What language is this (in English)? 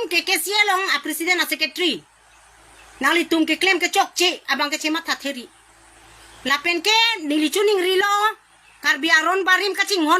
Karbi